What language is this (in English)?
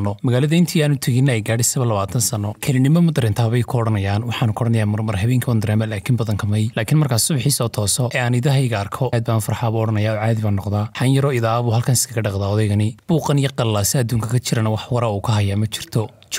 Somali